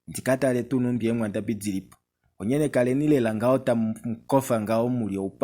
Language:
Kuanyama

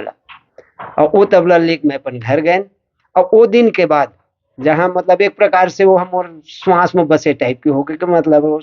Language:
Chhattisgarhi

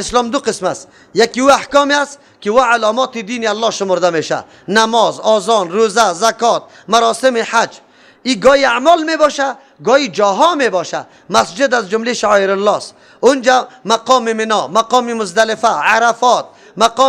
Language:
Persian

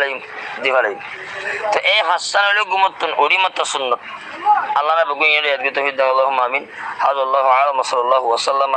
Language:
Rohingya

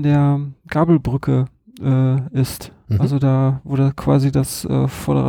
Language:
German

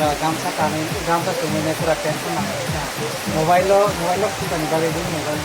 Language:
Kok Borok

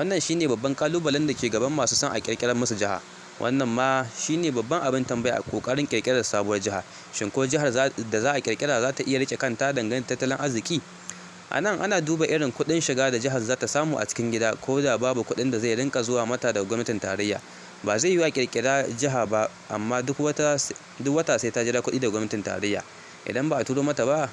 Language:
Hausa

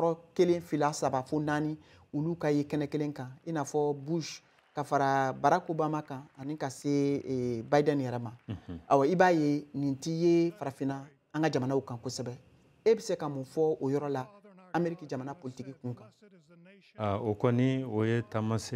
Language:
Bambara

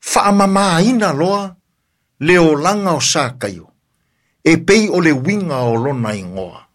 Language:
Samoan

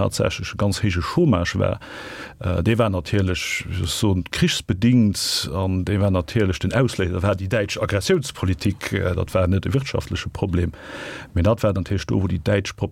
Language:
Luxembourgish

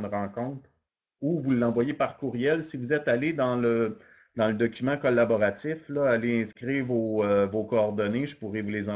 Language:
French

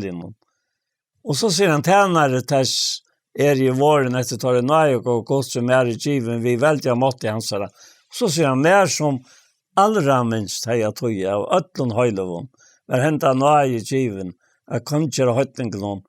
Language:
Faroese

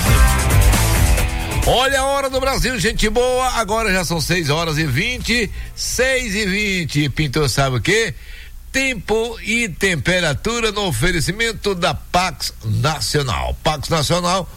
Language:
Portuguese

